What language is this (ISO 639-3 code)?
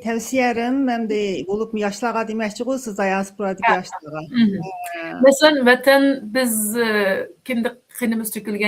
uig